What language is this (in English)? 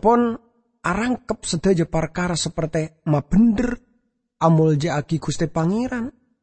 Madurese